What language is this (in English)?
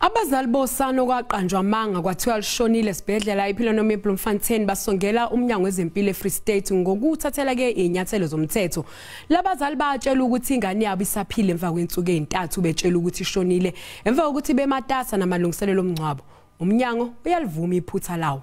Zulu